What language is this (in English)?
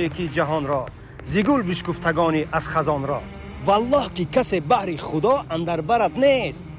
Tajik